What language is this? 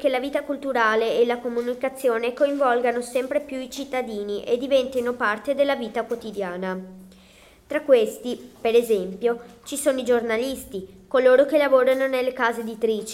Italian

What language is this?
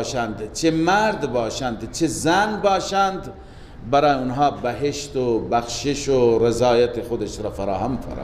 Persian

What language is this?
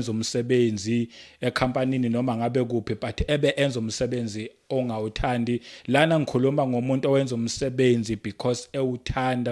Zulu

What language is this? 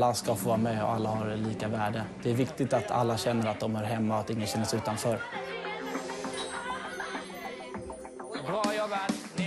Swedish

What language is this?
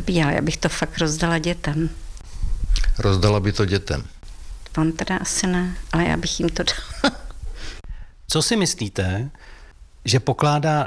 Czech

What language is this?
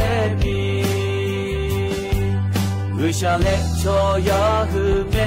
Thai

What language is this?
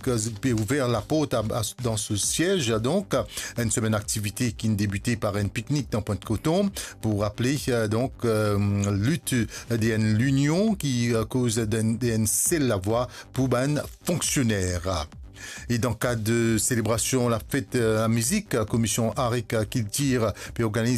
Morisyen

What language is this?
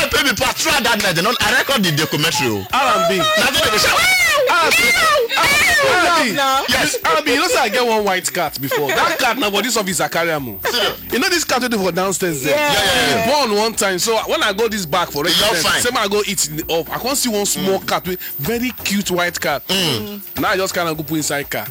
Nigerian Pidgin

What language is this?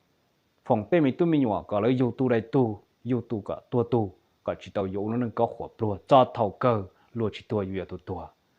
Hmong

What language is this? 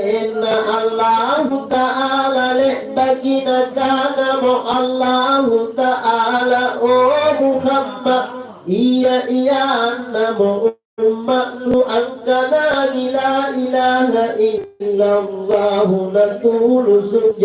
Makasar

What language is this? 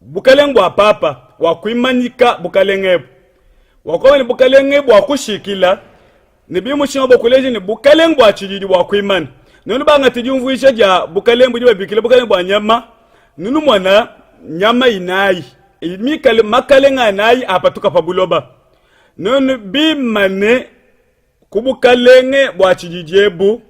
Luba-Lulua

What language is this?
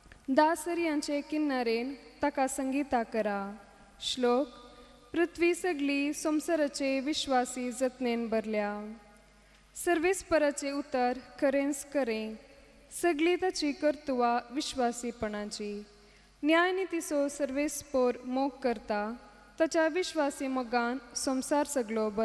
Konkani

